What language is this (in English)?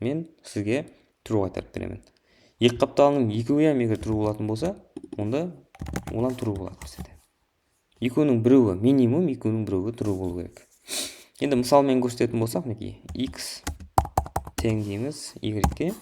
Kara-Kalpak